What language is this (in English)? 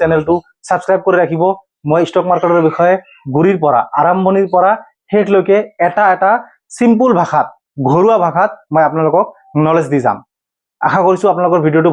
Assamese